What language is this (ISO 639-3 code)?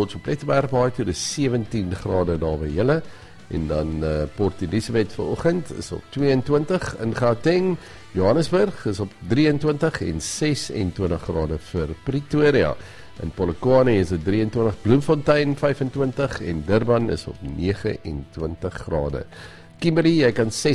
afr